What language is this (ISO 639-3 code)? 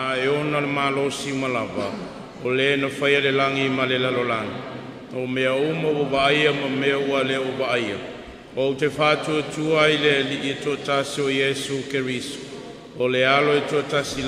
smo